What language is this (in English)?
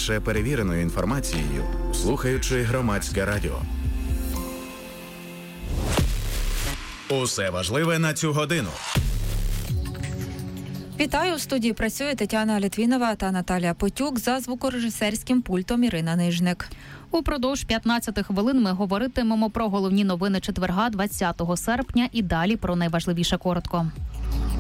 Ukrainian